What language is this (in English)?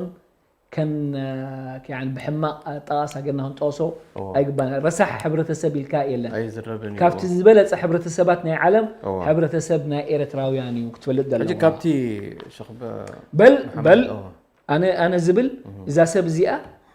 Tigrinya